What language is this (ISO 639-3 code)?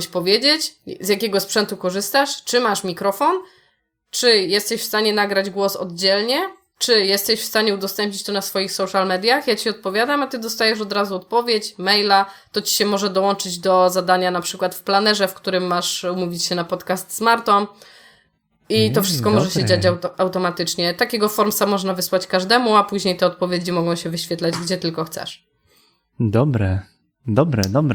pol